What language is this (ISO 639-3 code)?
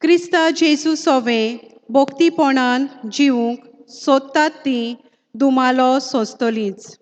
kok